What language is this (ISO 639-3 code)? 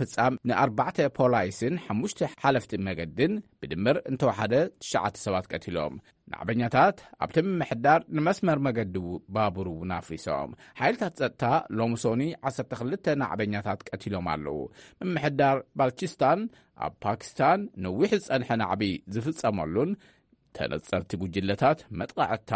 tir